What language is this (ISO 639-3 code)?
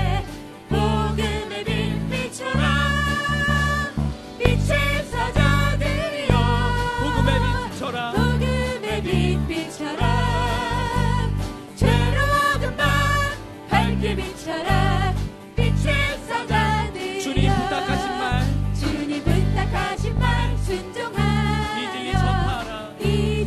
kor